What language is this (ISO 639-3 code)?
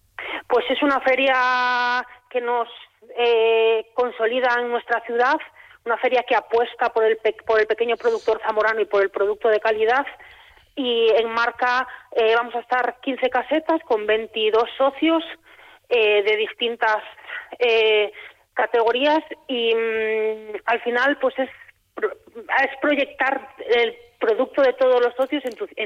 spa